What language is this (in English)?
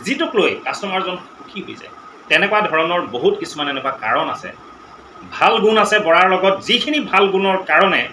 Assamese